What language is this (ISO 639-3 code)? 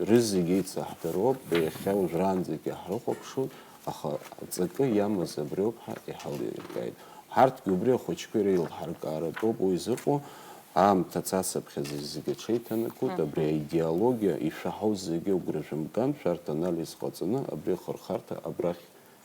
abk